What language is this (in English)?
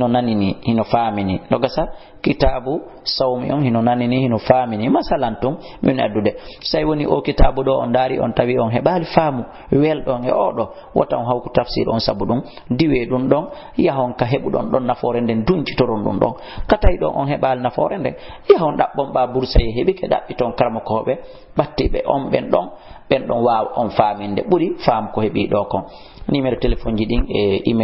Fula